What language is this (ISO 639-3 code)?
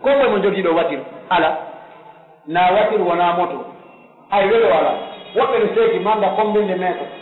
fuf